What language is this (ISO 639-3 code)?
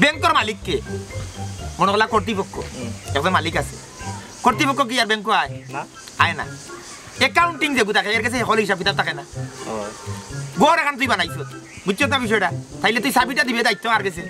syl